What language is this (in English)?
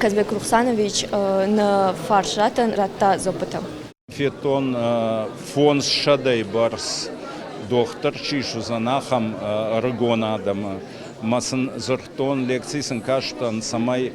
Ossetic